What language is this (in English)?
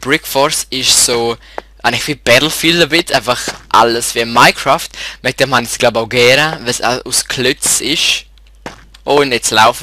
Swiss German